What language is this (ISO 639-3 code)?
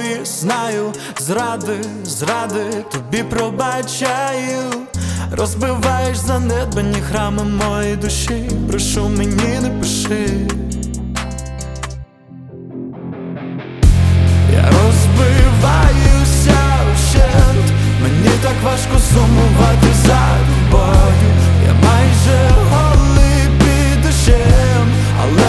ukr